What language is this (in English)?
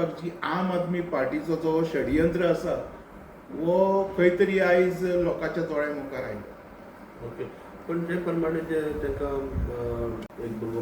Konkani